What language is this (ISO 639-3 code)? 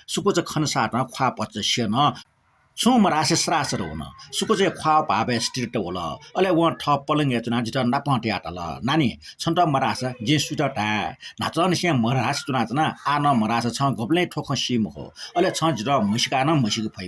new